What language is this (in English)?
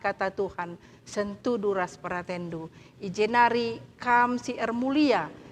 Batak Karo